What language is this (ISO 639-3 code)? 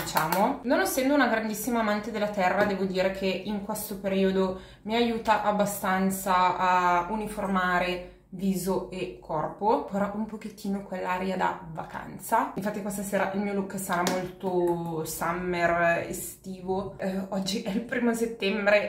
ita